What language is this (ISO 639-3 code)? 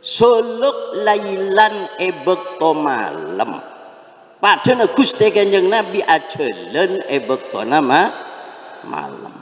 mad